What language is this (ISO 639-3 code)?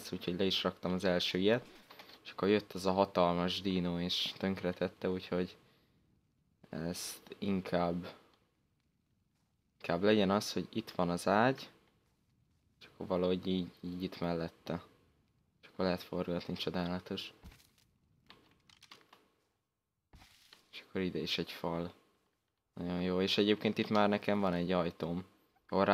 hun